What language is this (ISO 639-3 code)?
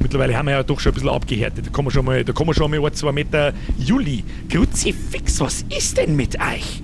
bar